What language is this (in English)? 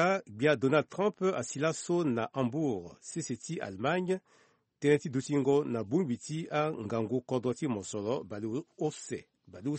Sango